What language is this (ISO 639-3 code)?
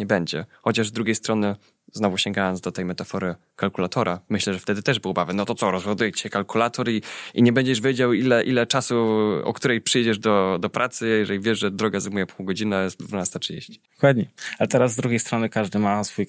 pol